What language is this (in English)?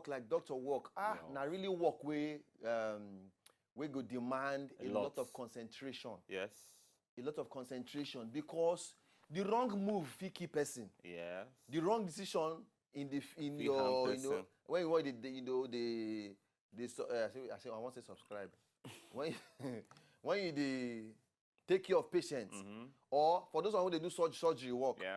Nigerian Pidgin